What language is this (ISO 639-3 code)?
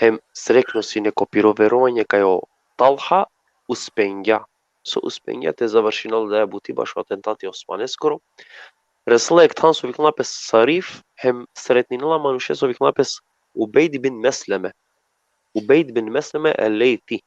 rmn